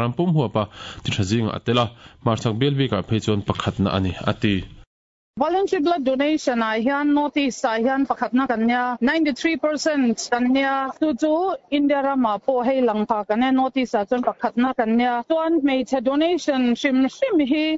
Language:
Mizo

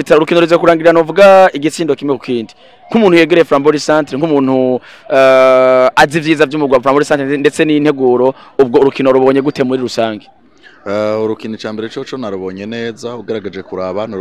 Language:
Rundi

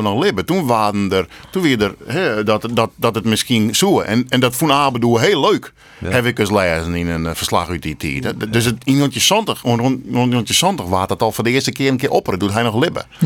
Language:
Western Frisian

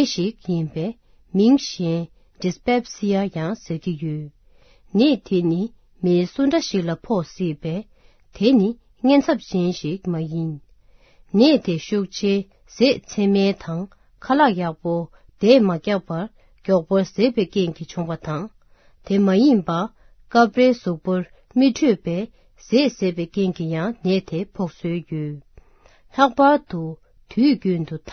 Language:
Tibetan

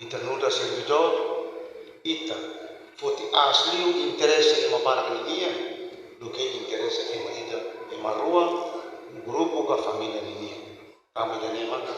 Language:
Tetum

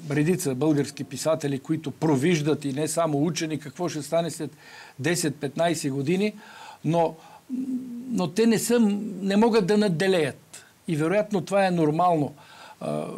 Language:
Bulgarian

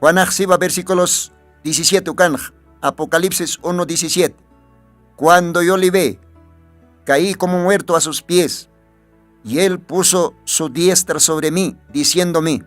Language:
Aymara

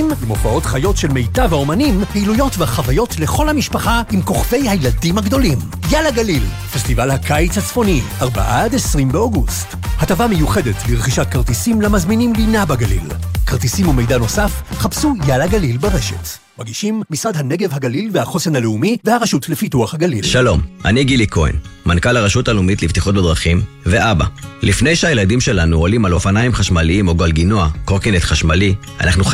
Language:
Hebrew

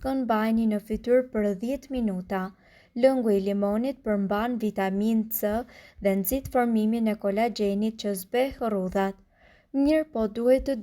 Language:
Albanian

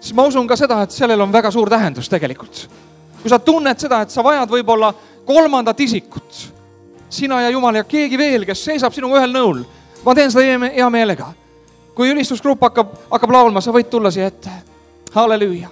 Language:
Estonian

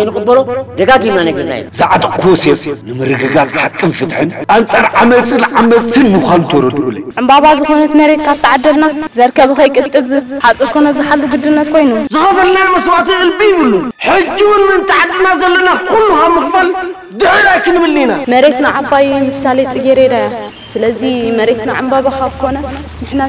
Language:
Tigrinya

